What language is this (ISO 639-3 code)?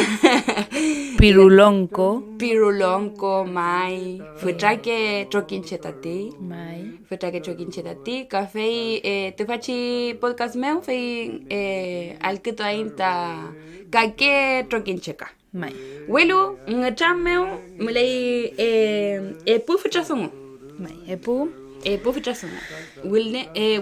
arn